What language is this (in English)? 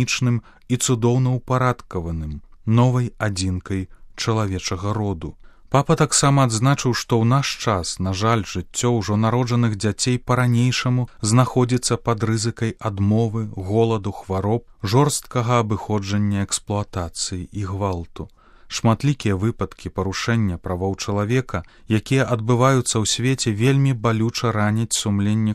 Belarusian